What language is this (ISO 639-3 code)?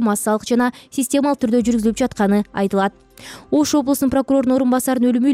kir